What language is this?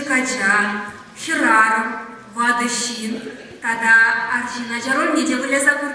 Chuvash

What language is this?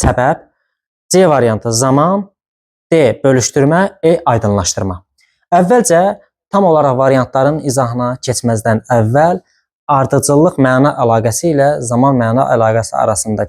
Azerbaijani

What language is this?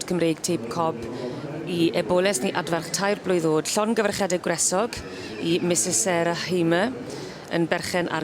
Welsh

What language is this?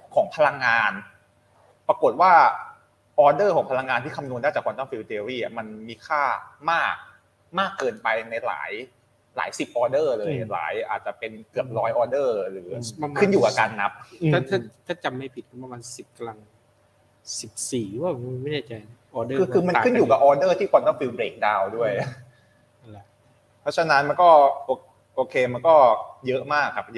Thai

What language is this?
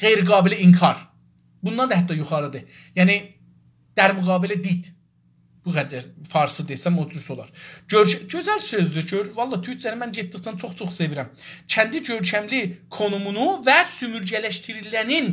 South Azerbaijani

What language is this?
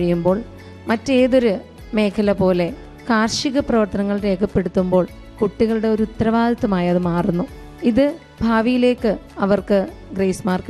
Malayalam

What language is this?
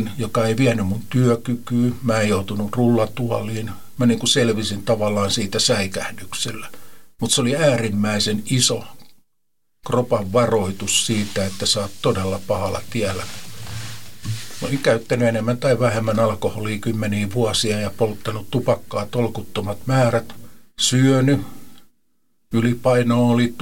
Finnish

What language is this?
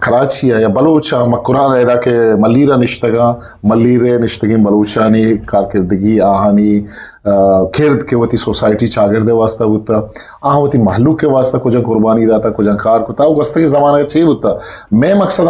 Eastern Balochi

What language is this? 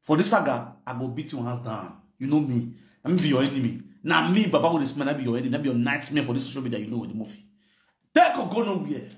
Nigerian Pidgin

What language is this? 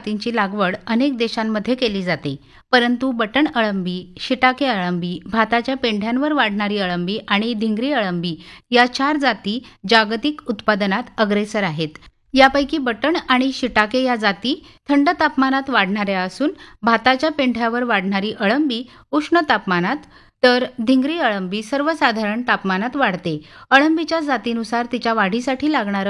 Marathi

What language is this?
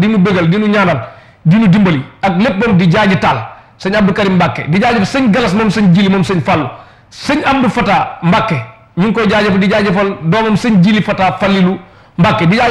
Wolof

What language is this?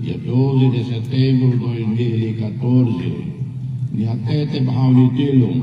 Tetum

